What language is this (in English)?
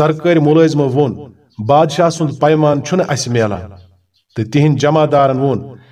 Kashmiri